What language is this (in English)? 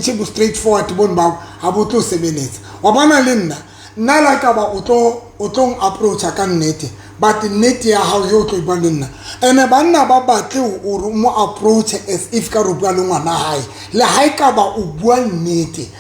Southern Sotho